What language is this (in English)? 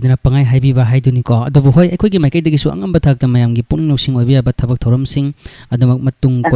Manipuri